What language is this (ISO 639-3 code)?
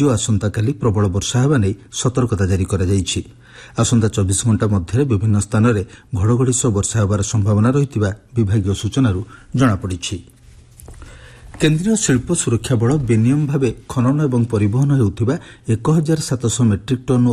ori